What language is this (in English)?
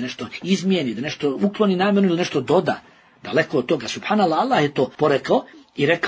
Bosnian